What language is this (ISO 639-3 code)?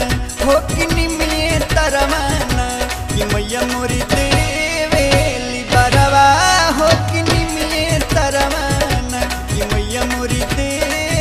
bho